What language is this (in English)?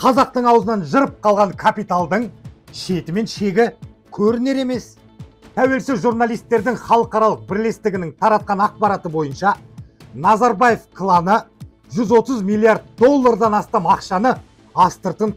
Kazakh